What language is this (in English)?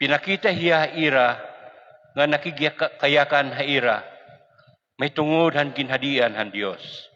Waray